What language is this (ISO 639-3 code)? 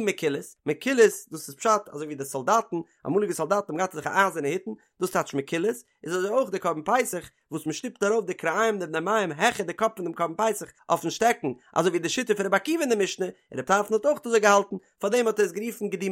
yid